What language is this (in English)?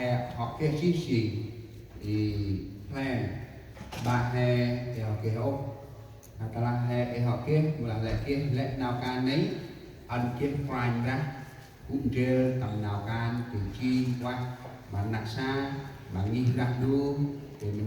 Central Mnong